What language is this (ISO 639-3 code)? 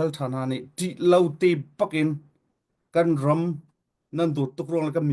cnh